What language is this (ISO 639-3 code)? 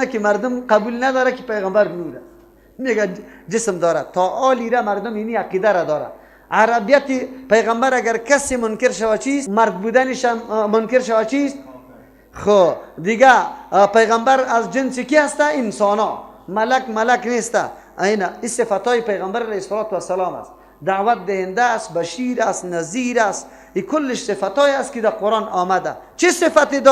fas